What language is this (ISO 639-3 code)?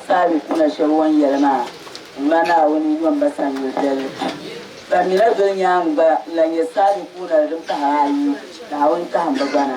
dag